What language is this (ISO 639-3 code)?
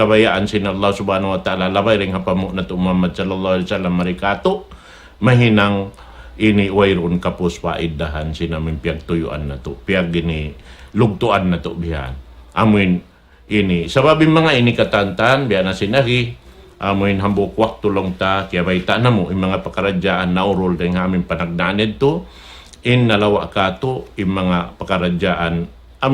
tsg